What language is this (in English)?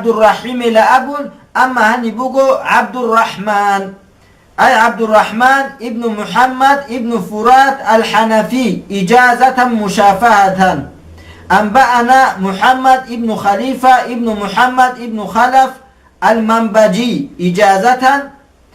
Avaric